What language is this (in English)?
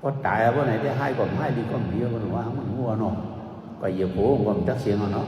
Shan